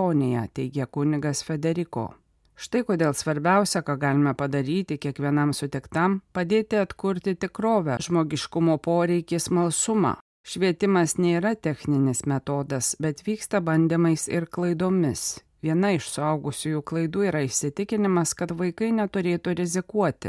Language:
Lithuanian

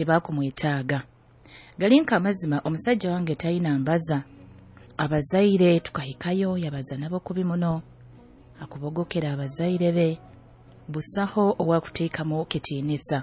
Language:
Nyoro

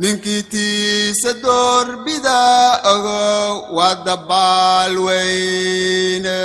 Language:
Somali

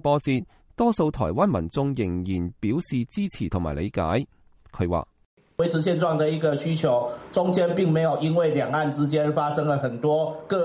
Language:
Cantonese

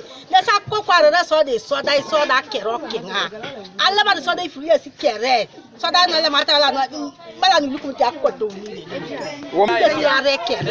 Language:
Teso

